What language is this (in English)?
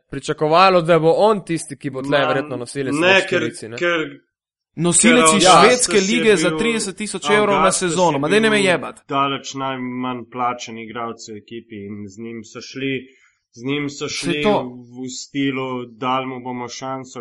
Slovenian